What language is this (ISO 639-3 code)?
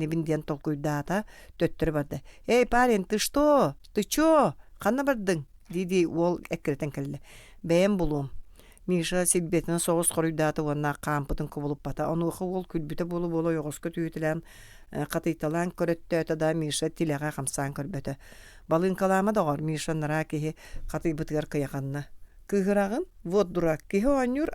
sah